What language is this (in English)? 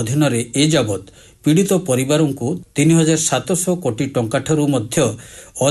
Odia